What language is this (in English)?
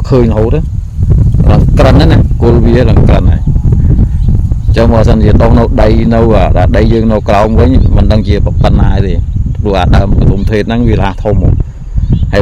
Khmer